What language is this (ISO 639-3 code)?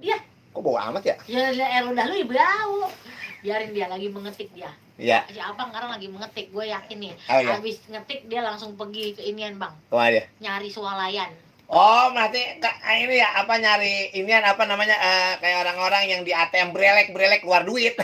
bew